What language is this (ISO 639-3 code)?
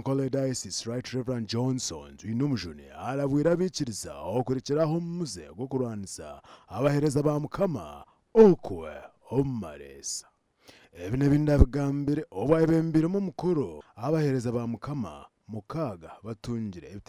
nyn